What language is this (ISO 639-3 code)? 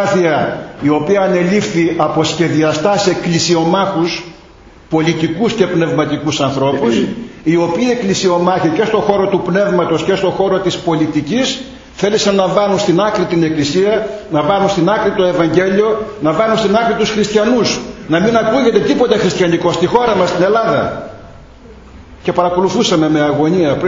ell